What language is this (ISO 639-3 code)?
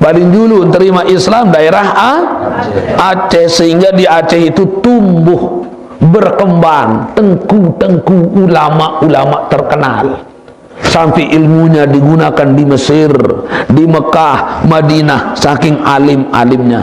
sas